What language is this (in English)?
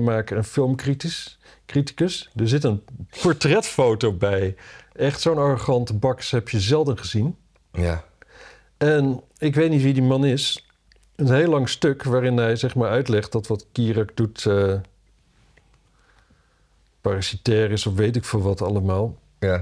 Dutch